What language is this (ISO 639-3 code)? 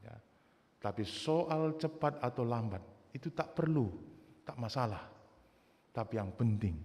btx